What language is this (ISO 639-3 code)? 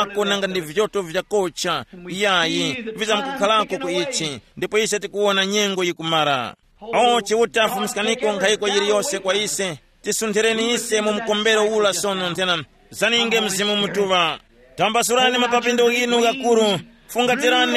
tum